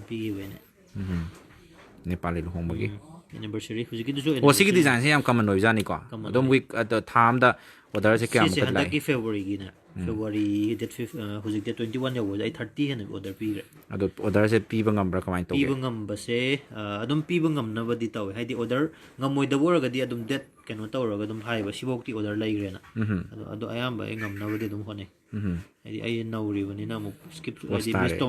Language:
Manipuri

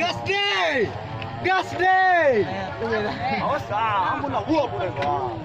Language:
Minangkabau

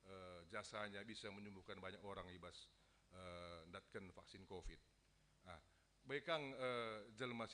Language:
Batak Karo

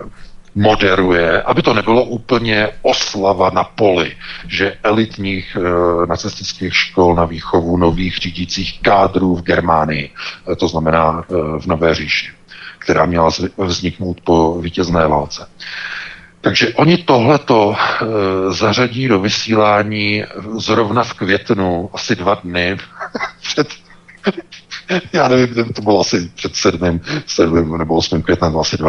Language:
Czech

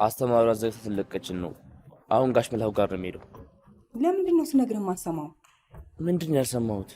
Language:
Amharic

